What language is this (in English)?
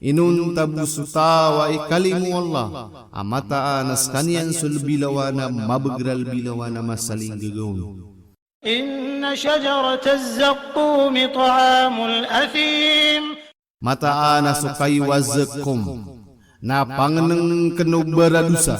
Maranao